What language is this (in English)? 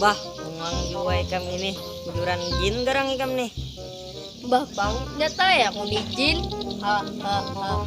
Banjar